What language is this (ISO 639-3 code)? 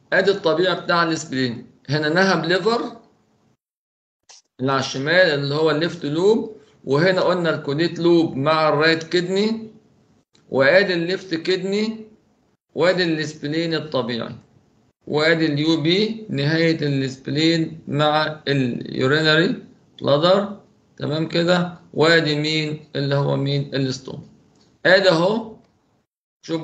arz